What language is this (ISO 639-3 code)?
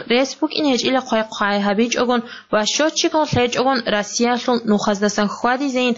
ava